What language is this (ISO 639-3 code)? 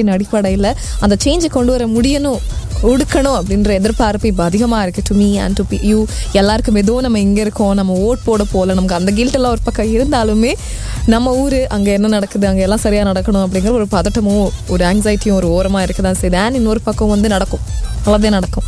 tam